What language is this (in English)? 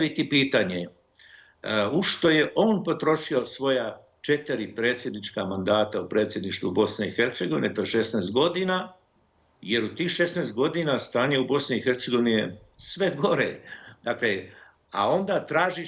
Bosnian